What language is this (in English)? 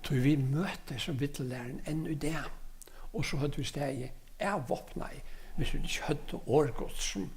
Faroese